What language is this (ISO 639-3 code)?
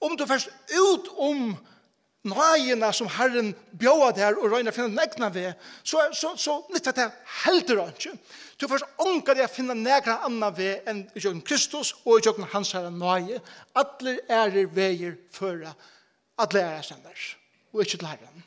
fao